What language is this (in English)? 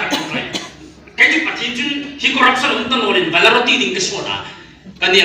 Hmar